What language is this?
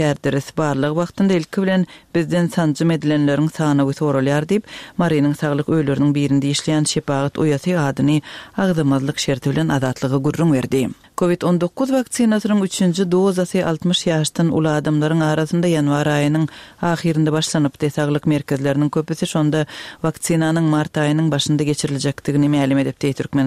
Turkmen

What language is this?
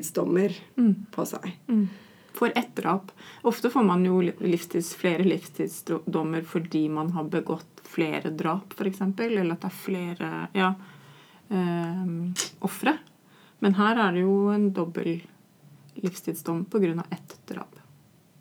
Norwegian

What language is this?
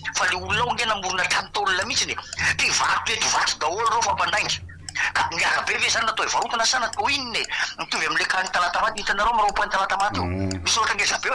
Malagasy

